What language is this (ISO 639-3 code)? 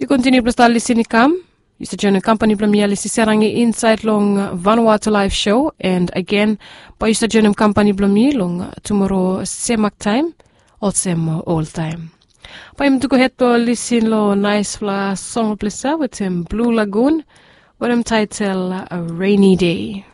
bis